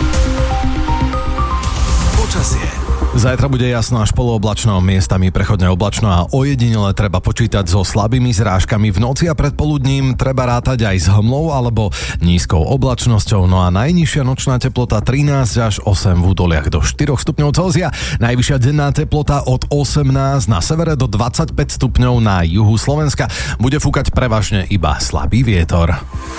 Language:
Slovak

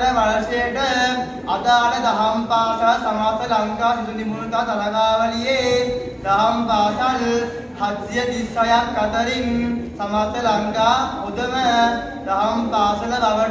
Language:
Sinhala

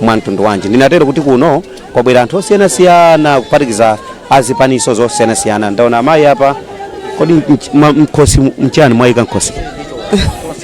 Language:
Nyanja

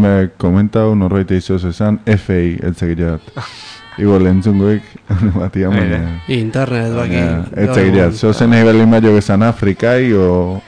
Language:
Basque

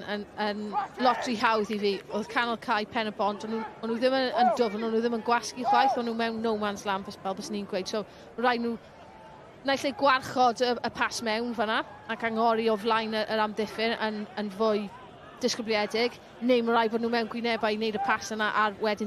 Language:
Welsh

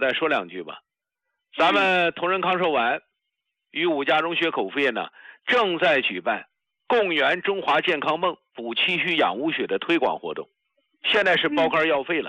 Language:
Chinese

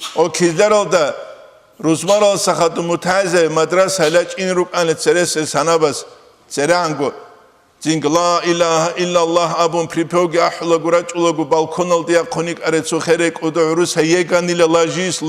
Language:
Avaric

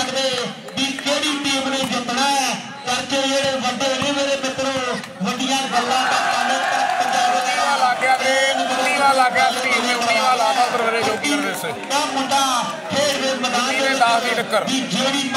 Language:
Punjabi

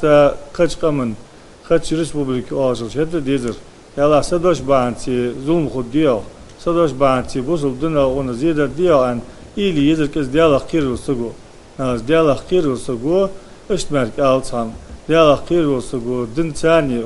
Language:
Ingush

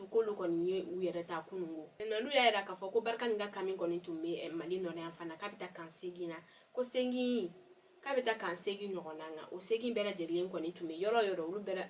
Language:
Bambara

